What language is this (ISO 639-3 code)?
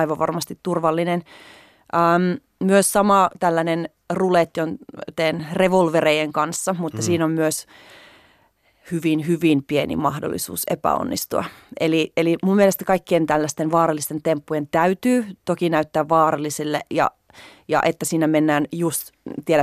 fin